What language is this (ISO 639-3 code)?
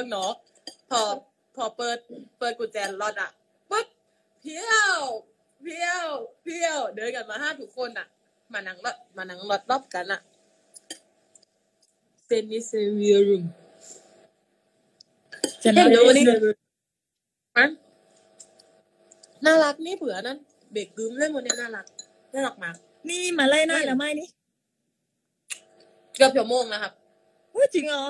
tha